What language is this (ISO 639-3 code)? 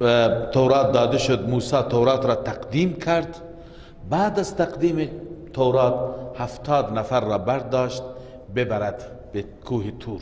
fas